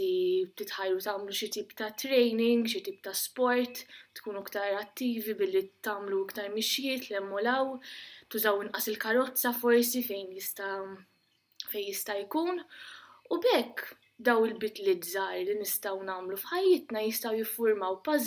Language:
Maltese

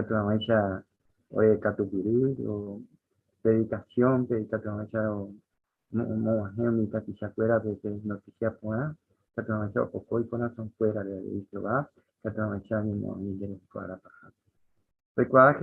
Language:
Guarani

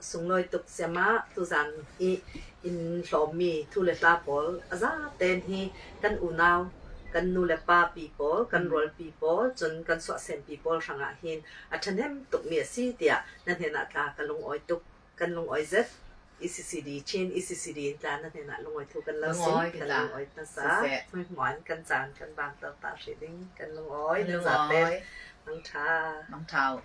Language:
Falam Chin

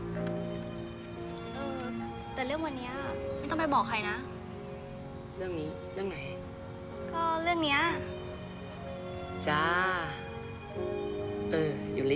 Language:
Thai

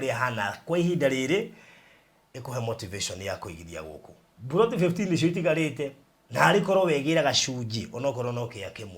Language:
Kikuyu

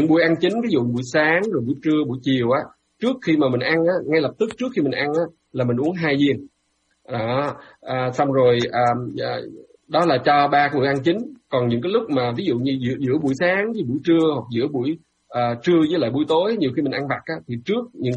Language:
Vietnamese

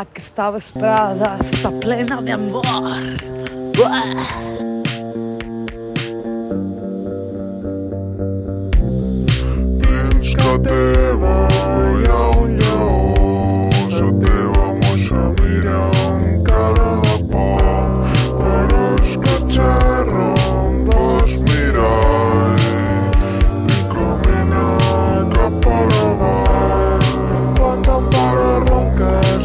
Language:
Catalan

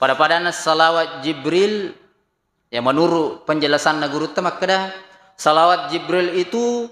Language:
Buginese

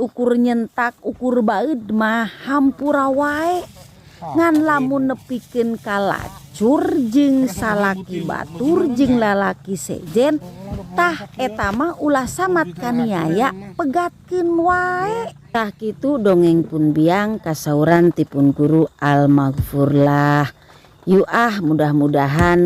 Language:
Sundanese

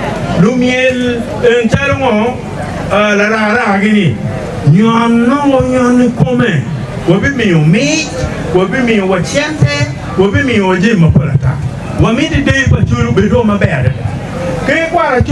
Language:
Acoli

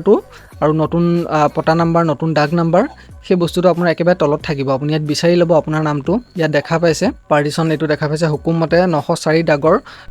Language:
Assamese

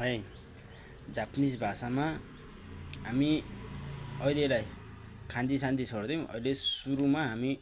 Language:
Nepali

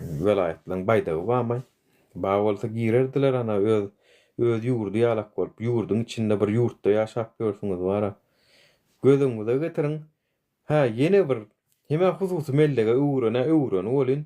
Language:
Turkmen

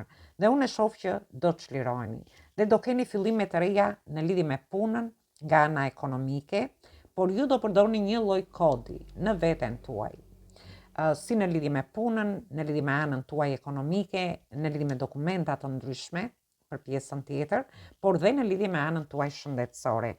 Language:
Albanian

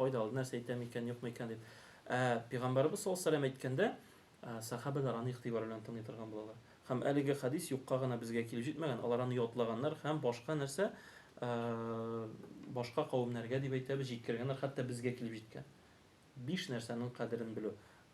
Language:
Tatar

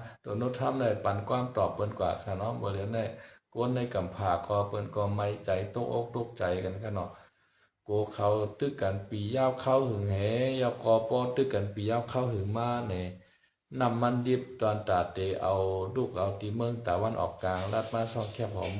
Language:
Shan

